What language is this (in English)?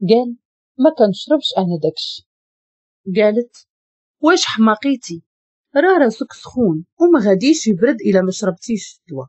Moroccan Arabic